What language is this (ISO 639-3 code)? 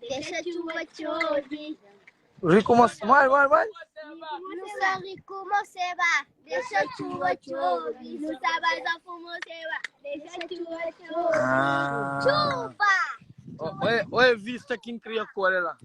kea